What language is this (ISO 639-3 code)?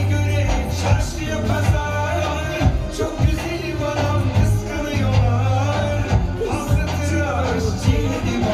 tur